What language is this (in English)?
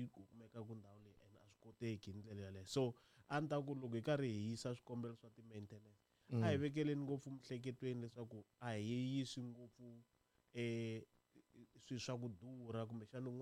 Tsonga